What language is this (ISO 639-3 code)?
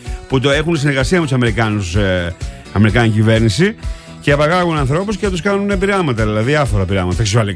ell